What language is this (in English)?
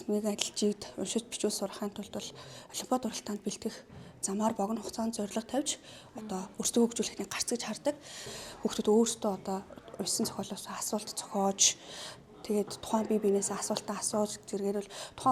Mongolian